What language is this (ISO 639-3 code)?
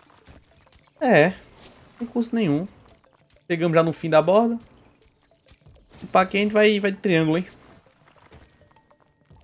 por